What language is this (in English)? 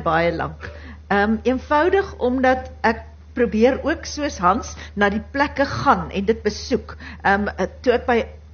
Afrikaans